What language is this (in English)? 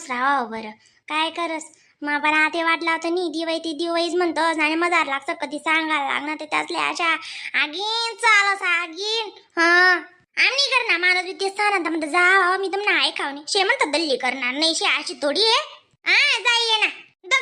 Khandesi